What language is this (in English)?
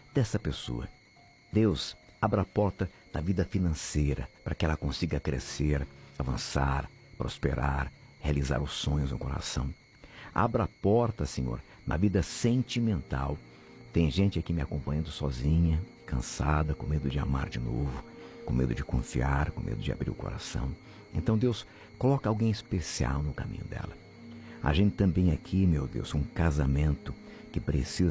Portuguese